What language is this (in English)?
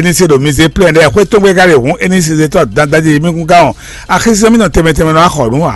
Fon